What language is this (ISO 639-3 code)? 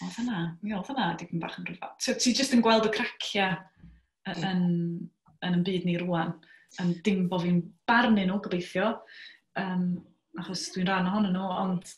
cym